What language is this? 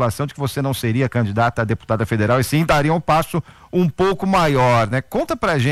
Portuguese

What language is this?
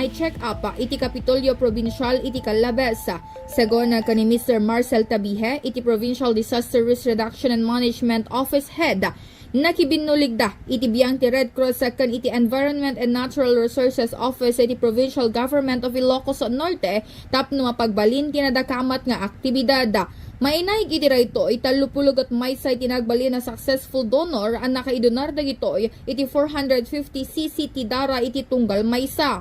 Iloko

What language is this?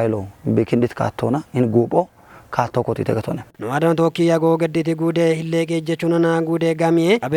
Kafa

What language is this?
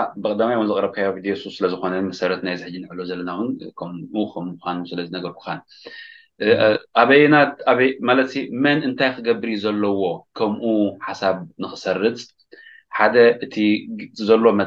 Tigrinya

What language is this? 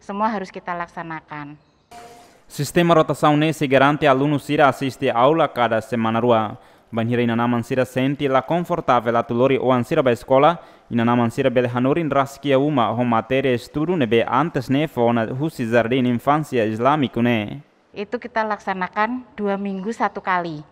Tetum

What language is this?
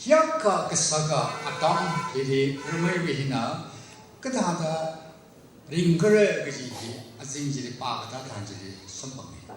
Tangkhul Naga (India)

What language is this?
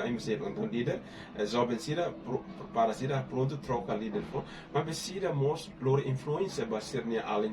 Tetum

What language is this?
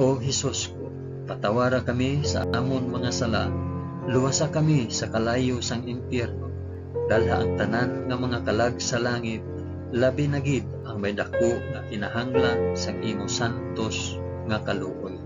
Hiligaynon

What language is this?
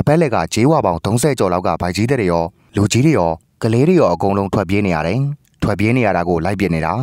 Burmese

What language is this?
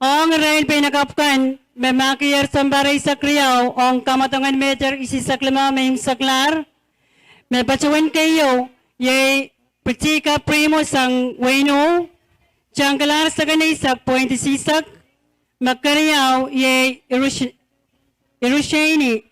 Pohnpeian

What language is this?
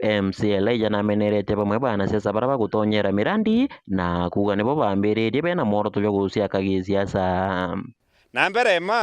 Meru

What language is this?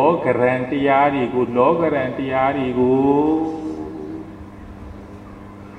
Burmese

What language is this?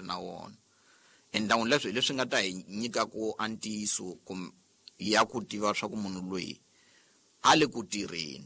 Tsonga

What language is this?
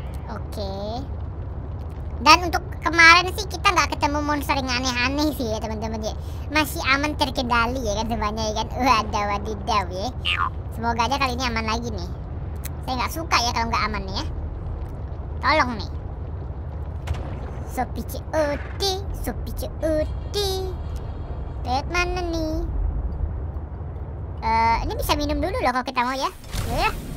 Indonesian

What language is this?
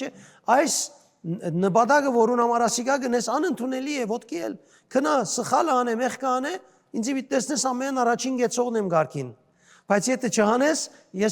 Western Armenian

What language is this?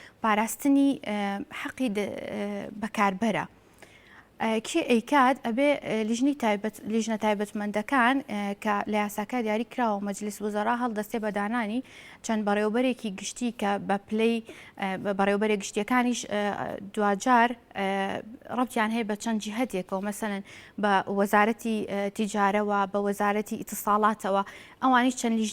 Central Kurdish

